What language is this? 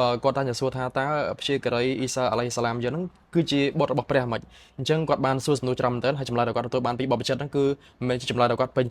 Khmer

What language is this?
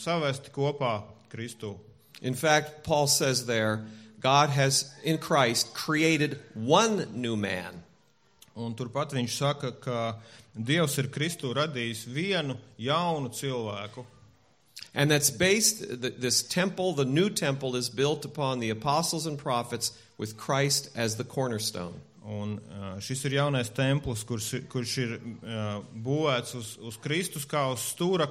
Latvian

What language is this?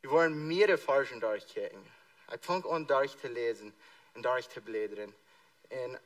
Plautdietsch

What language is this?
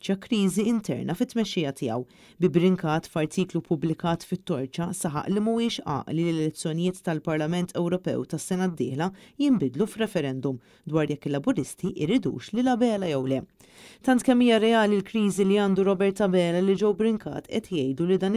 Maltese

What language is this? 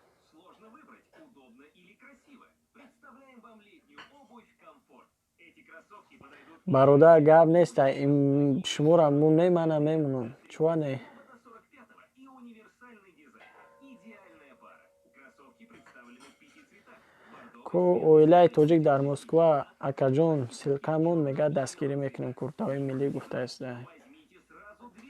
Tajik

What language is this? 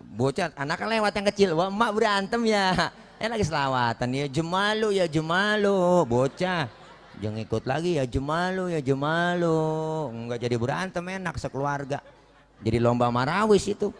Betawi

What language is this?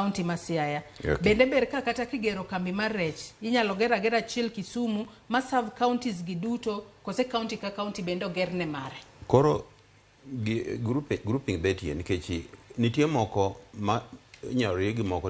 Luo (Kenya and Tanzania)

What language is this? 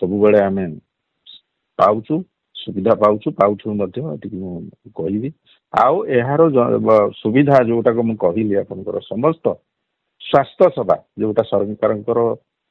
Odia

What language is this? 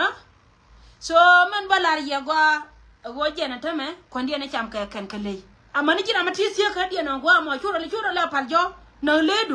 Nuer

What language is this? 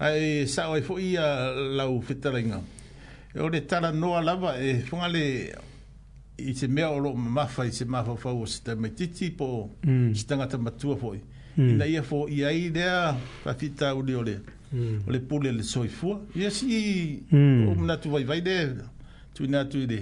Samoan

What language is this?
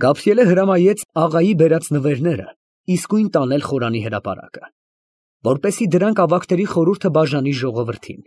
Armenian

